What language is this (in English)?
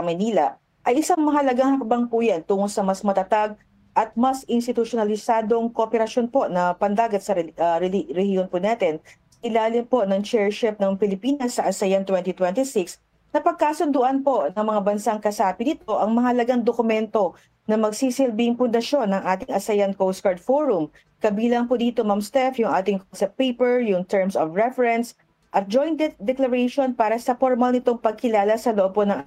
Filipino